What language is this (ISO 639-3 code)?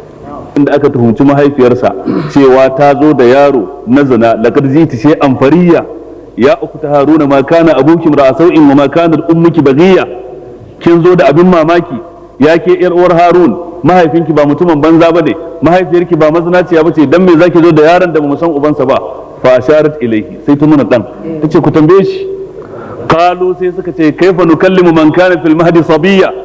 hau